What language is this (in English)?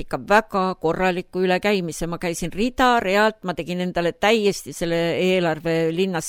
Estonian